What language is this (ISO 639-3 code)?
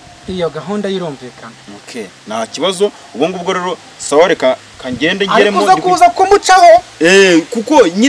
kin